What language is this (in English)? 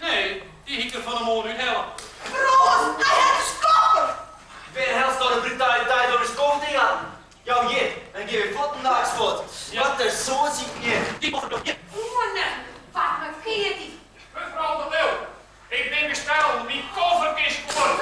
Western Frisian